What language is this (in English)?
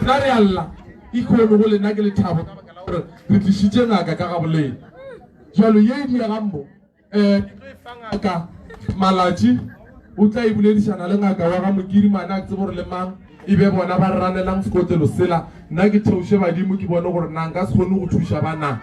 Northern Sotho